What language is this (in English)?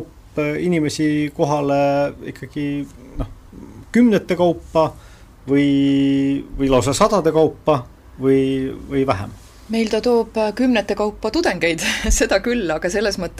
Estonian